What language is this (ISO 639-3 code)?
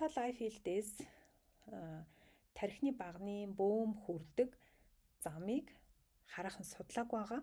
mon